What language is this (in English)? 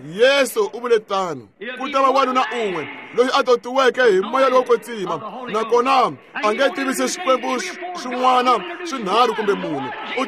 Tsonga